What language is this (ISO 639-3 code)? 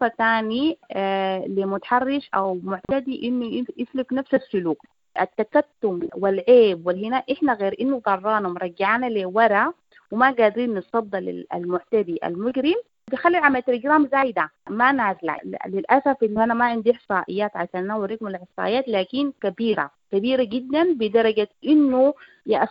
apd